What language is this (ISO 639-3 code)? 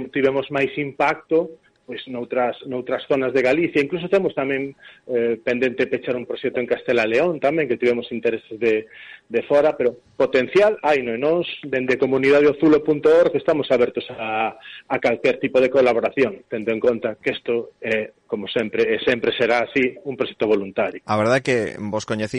glg